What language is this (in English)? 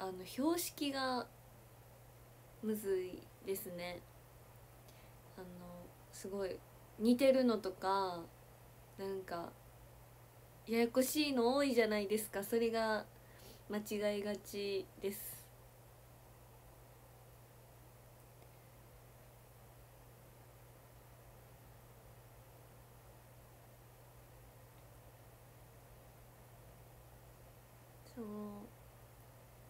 Japanese